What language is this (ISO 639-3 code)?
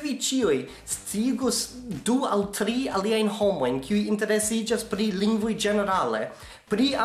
epo